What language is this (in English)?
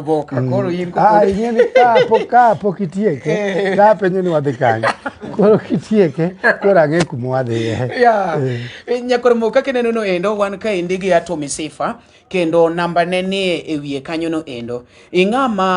Luo (Kenya and Tanzania)